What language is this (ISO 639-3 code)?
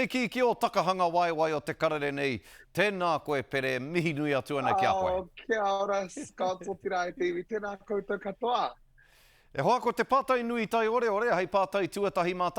mri